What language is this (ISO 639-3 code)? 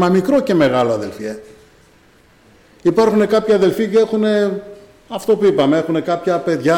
ell